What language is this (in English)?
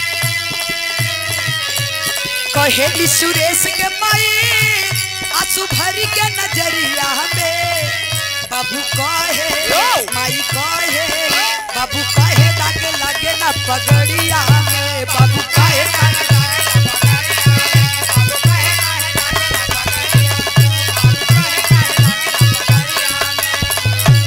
Bhojpuri